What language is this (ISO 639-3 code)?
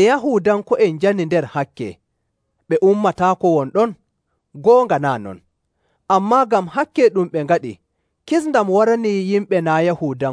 fuv